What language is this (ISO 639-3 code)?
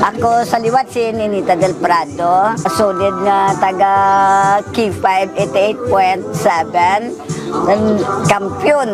hil